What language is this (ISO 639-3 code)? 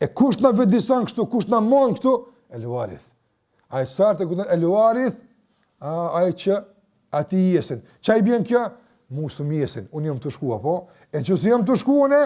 sqi